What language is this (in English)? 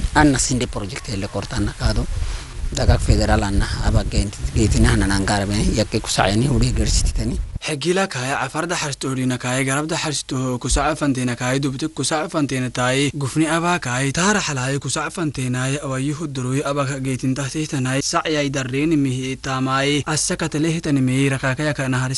Afar